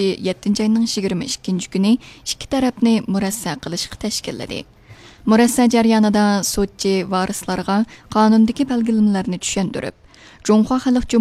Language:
Uyghur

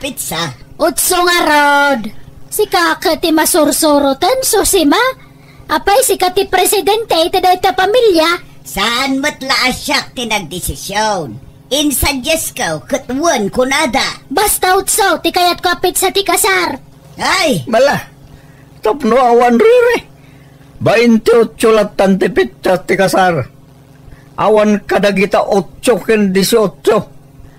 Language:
Iloko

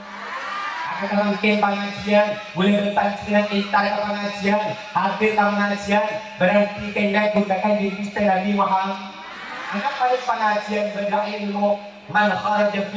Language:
Madurese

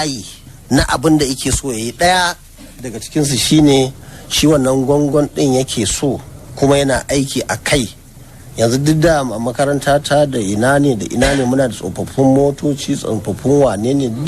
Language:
Hausa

